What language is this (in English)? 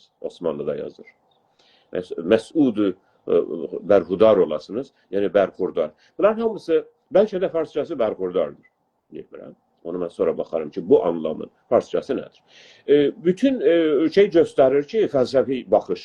South Azerbaijani